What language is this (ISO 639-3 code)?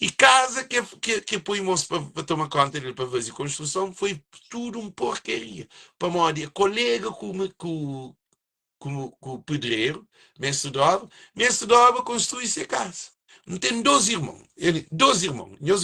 kea